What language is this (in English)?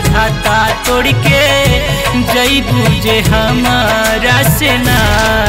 Bhojpuri